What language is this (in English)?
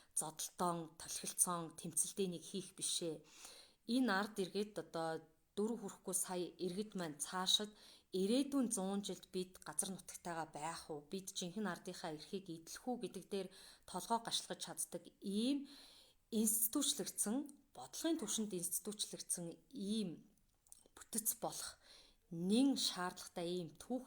Mongolian